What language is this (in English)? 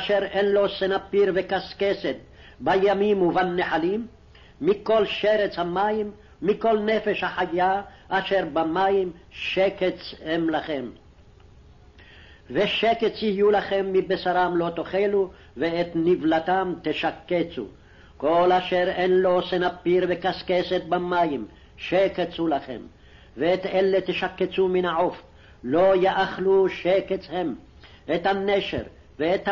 Hebrew